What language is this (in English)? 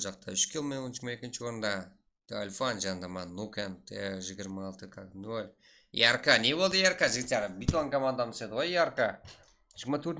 Kara-Kalpak